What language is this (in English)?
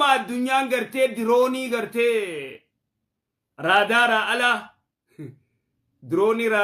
Oromo